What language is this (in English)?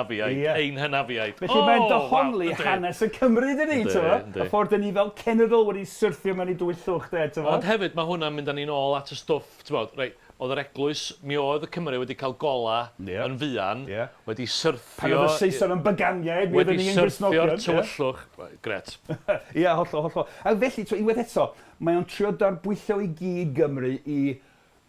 Welsh